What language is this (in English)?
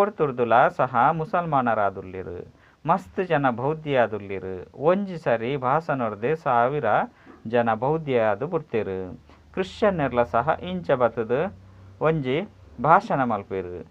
Tulu